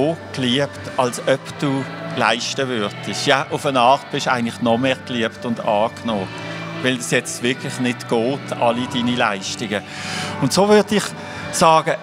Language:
Swiss German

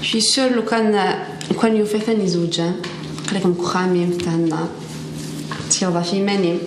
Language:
Kabyle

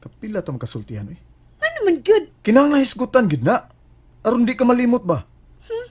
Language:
Cebuano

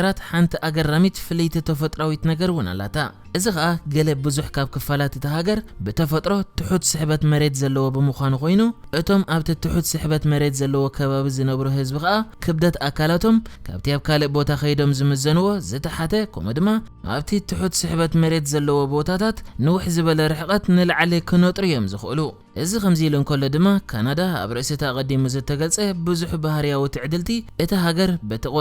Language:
Tigrinya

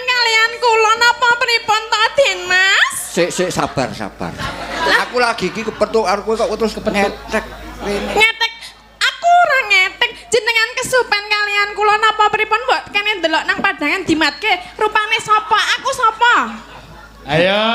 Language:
Javanese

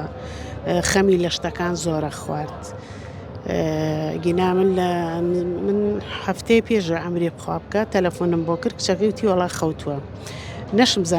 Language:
Central Kurdish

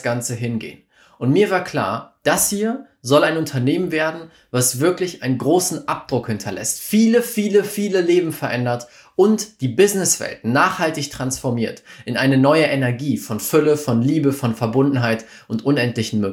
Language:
German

